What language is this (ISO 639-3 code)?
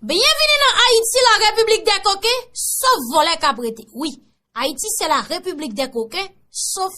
hat